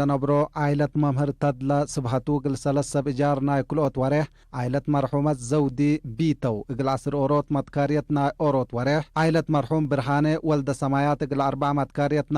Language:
Tigre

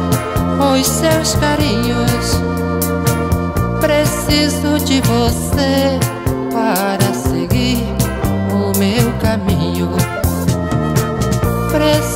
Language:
Portuguese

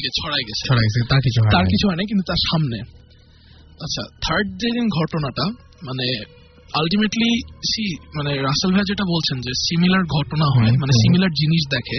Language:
Bangla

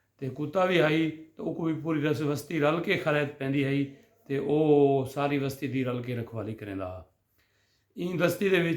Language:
Saraiki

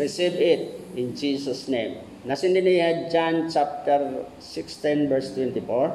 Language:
Waray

